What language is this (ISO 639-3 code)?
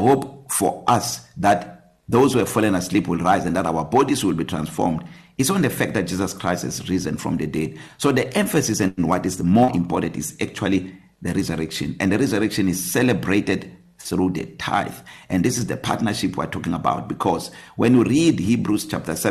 eng